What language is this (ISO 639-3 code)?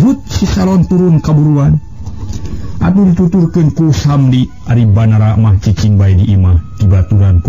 sun